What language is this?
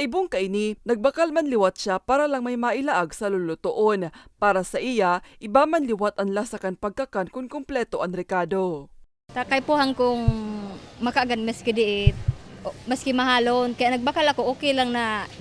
Bikol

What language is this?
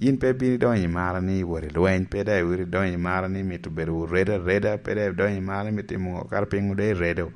Lango (Uganda)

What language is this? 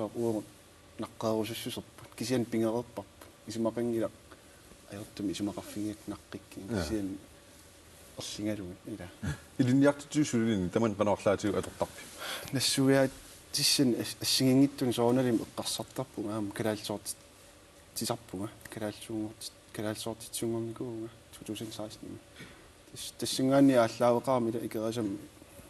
Kalaallisut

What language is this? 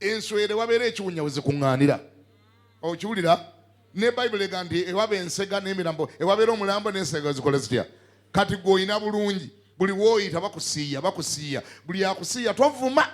Ganda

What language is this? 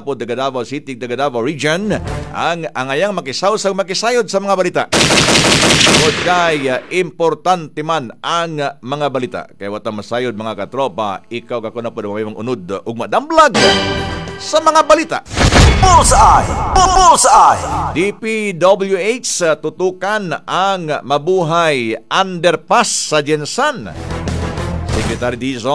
Cebuano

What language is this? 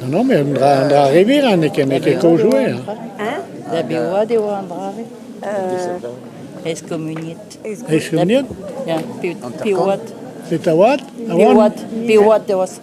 Breton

